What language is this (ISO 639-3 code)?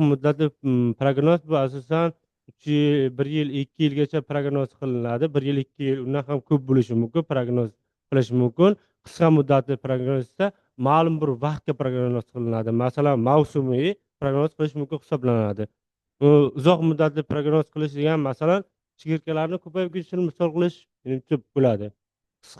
uzb